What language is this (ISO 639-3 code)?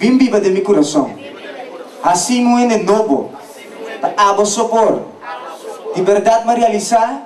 pap